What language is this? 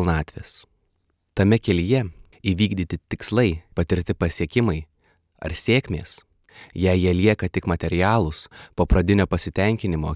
Lithuanian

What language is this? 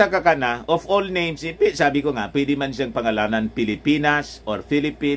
Filipino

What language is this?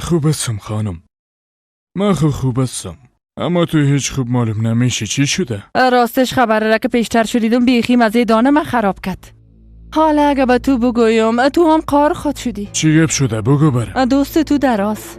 Persian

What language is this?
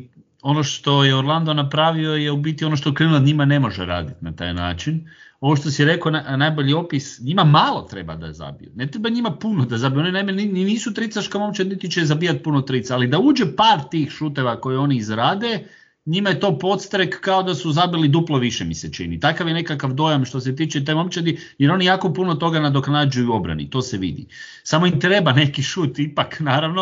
Croatian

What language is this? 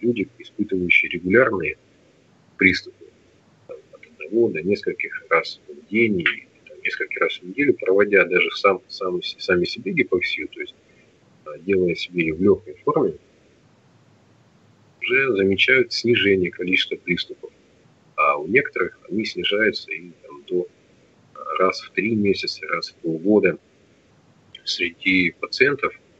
Russian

